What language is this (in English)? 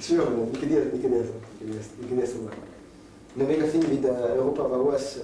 Breton